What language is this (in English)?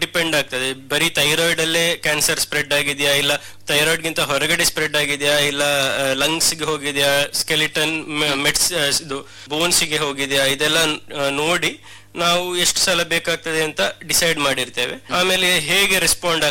Kannada